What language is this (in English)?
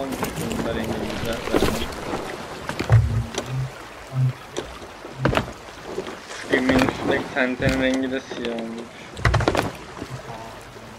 Turkish